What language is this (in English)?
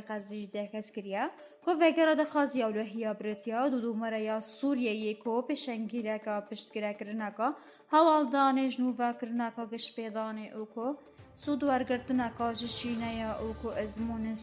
Kurdish